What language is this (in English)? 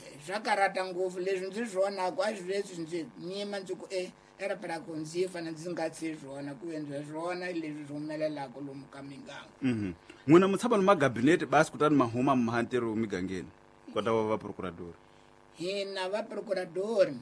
Tsonga